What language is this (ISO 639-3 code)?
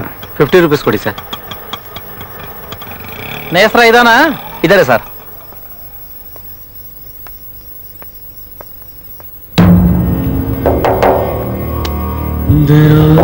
kan